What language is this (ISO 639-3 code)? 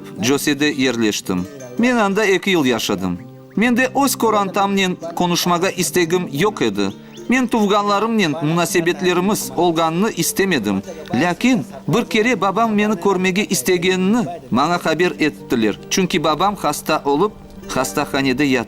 crh